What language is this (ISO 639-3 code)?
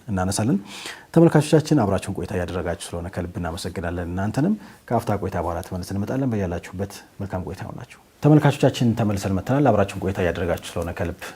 amh